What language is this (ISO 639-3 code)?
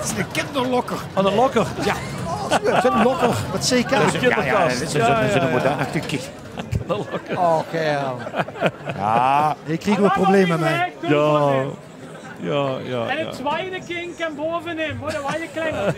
lim